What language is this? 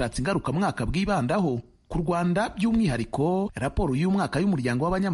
Kinyarwanda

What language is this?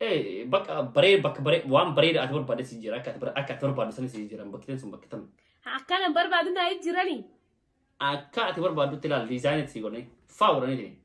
Oromo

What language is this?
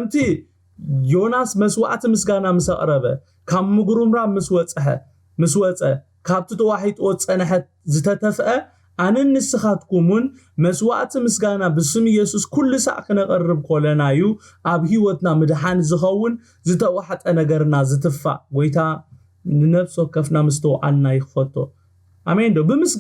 Tigrinya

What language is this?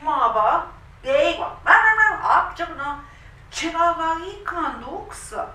Central Ojibwa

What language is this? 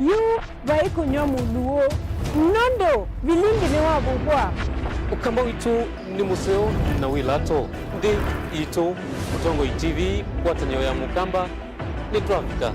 Kamba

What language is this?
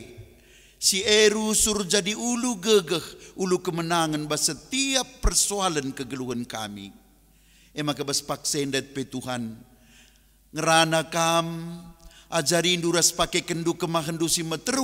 Batak Karo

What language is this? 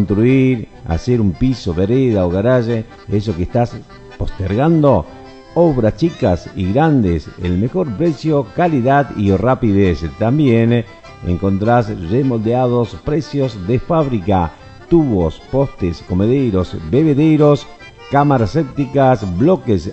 Spanish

